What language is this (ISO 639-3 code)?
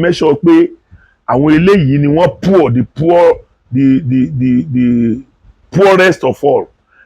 yor